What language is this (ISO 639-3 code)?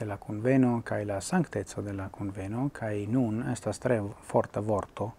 epo